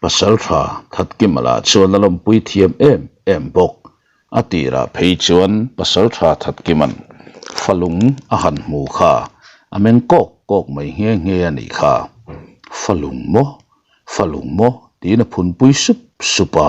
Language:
Mizo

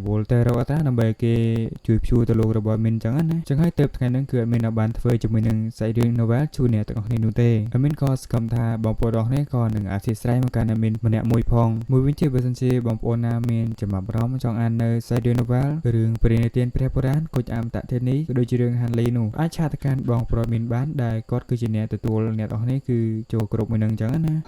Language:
Khmer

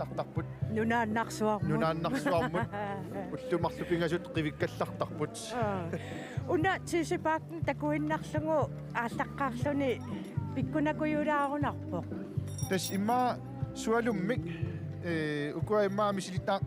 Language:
Kalaallisut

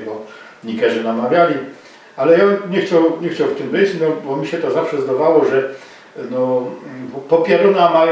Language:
Silesian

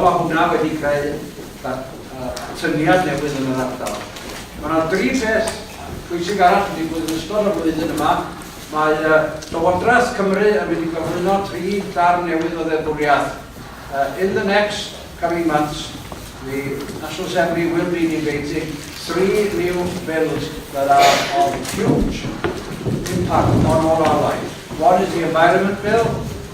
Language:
Welsh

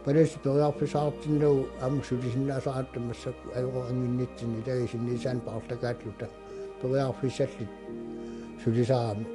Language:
Kalaallisut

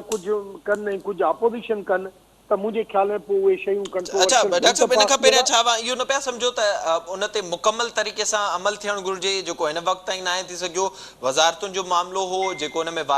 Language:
Sindhi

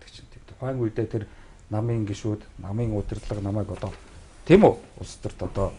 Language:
Mongolian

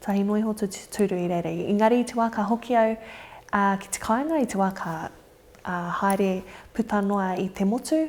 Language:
Māori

